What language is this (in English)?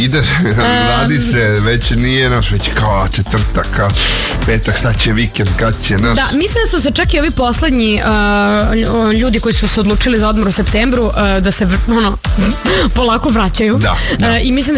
Serbian